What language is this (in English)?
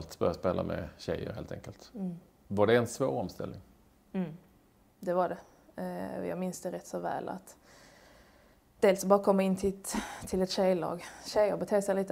Swedish